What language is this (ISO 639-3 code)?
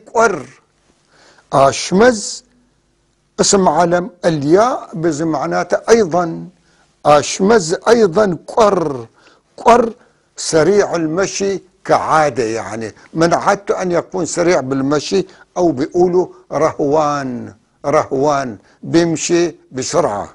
apc